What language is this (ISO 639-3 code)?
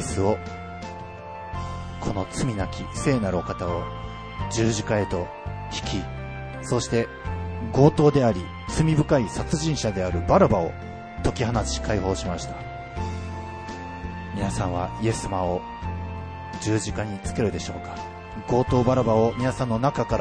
jpn